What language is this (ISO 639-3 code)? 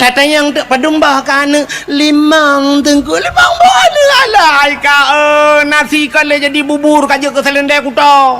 ace